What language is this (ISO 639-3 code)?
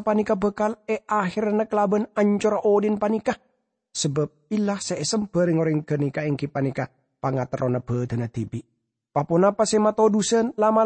mad